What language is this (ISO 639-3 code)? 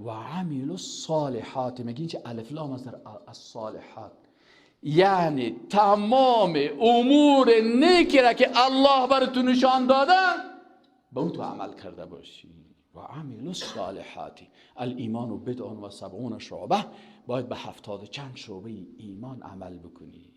fas